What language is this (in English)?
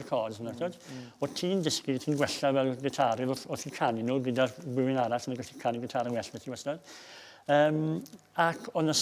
Welsh